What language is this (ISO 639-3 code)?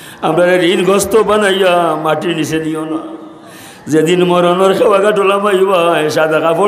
syl